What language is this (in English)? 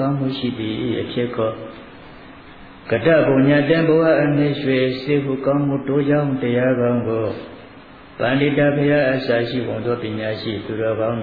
Burmese